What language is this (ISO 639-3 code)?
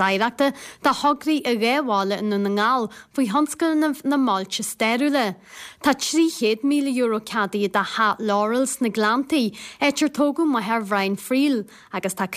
gle